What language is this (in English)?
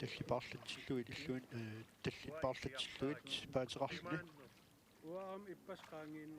Kalaallisut